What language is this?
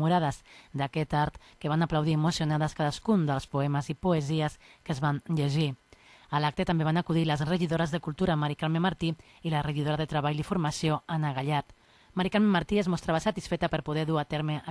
Catalan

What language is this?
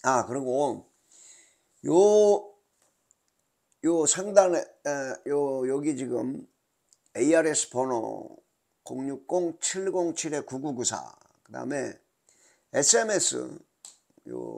Korean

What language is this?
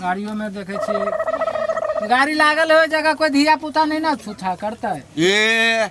Maithili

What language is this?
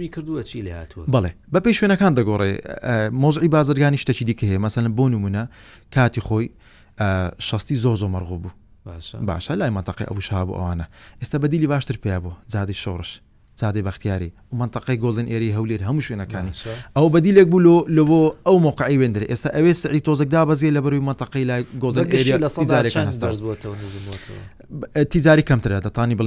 Central Kurdish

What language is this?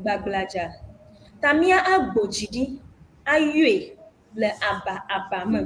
Ewe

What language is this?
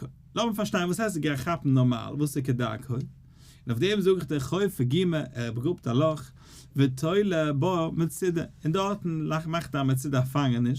Yiddish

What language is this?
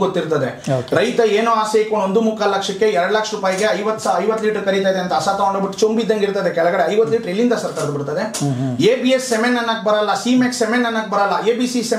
Kannada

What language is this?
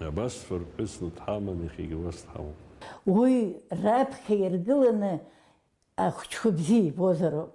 Abkhazian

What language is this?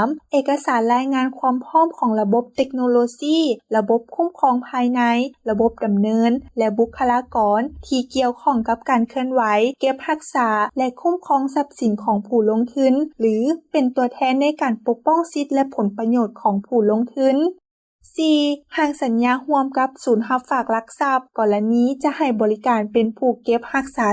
Lao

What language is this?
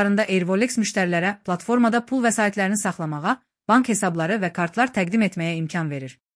Azerbaijani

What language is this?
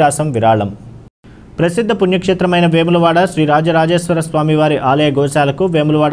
Telugu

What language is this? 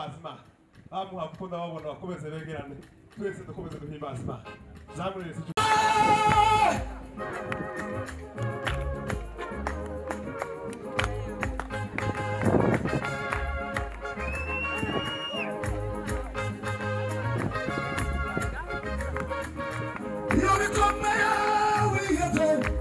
Kinyarwanda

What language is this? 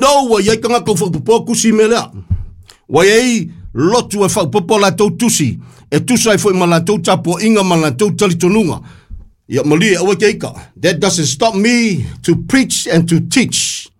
Samoan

